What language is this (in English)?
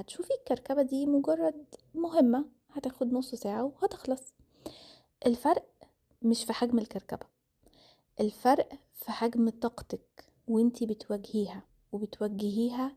Egyptian Arabic